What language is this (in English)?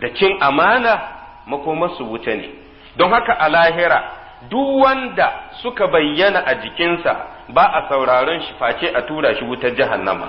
Hausa